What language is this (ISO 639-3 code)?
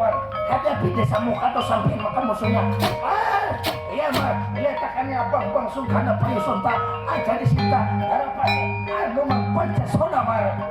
bjn